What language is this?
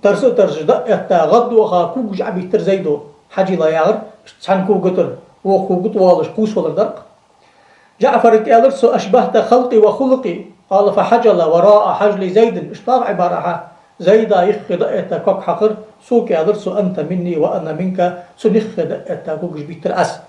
Ingush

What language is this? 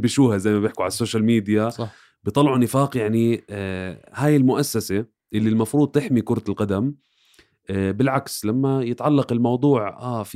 North Levantine Arabic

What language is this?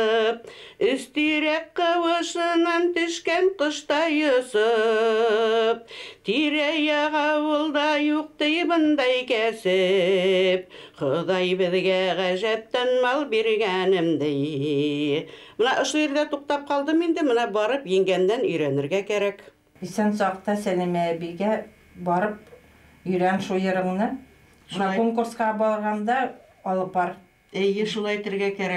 Bashkir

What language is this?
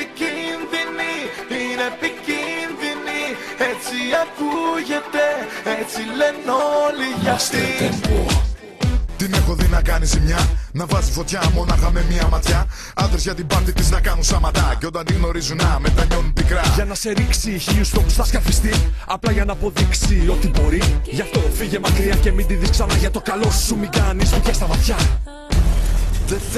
Greek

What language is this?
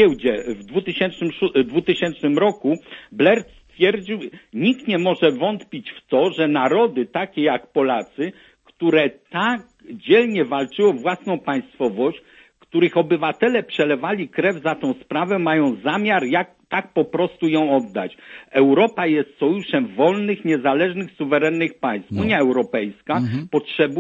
Polish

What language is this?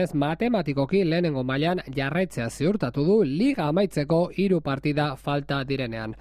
Basque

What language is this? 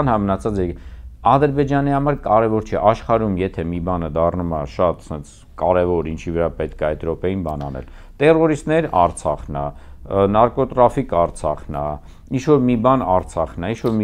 Armenian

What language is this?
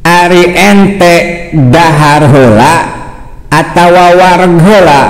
Sundanese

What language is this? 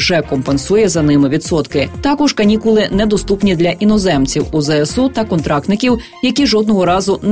Ukrainian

